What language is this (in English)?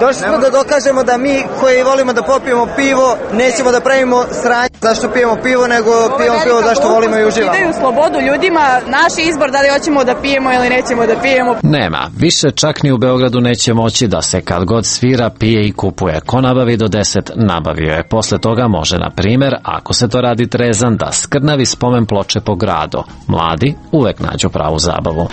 Serbian